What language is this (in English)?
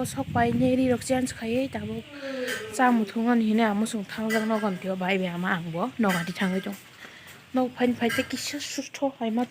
Kok Borok